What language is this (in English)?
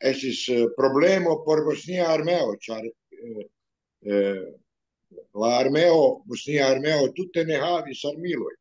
Esperanto